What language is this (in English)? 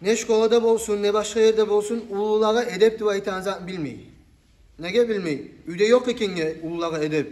Kumyk